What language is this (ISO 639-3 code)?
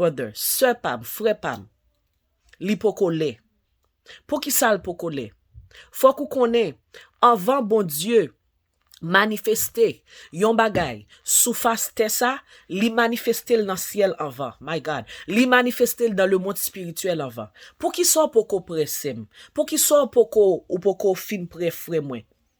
hat